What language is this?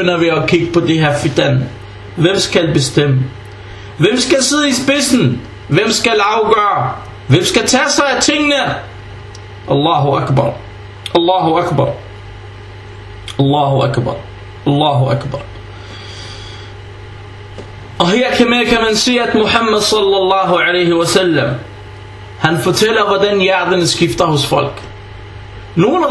Danish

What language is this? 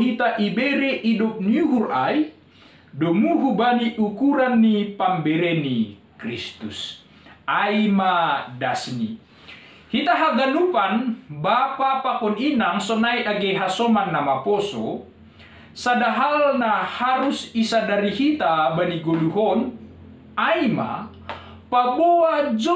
Batak Simalungun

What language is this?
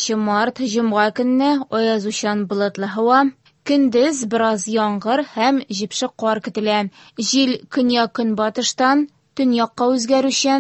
Tatar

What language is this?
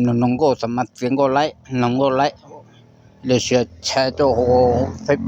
Hmong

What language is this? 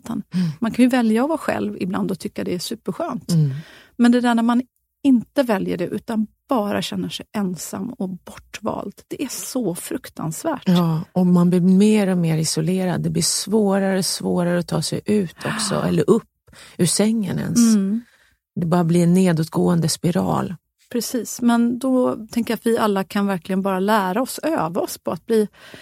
Swedish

